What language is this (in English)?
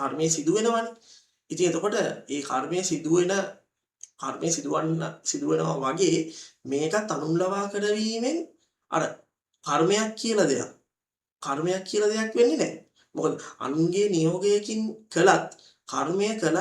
Sinhala